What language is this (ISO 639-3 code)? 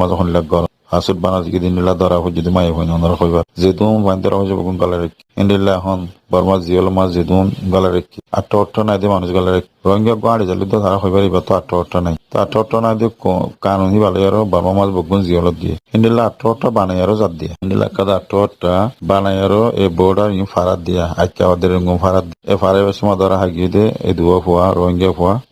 rhg